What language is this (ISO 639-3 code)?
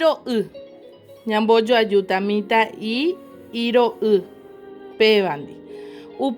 grn